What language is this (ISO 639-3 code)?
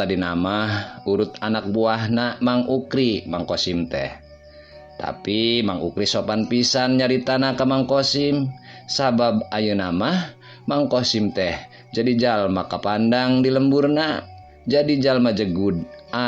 sun